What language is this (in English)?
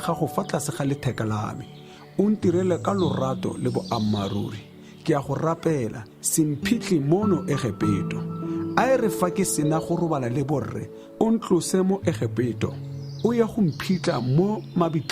Tswana